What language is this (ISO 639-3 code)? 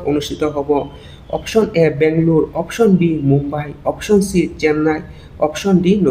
asm